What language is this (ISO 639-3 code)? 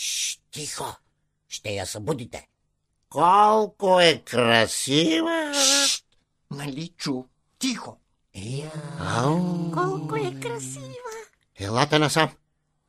bul